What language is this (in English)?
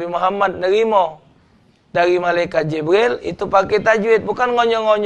Musi